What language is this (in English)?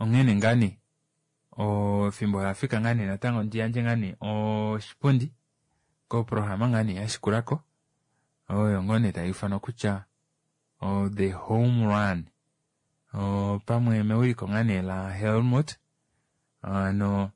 Kuanyama